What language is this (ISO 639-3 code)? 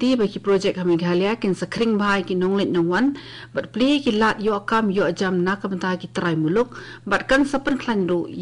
kha